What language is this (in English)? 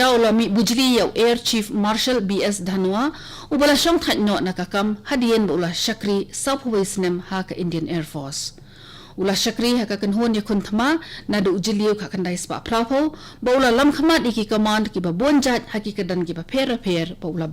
Khasi